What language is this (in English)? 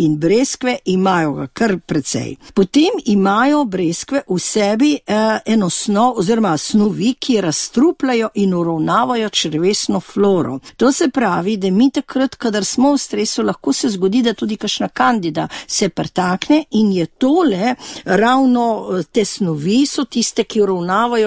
Slovenian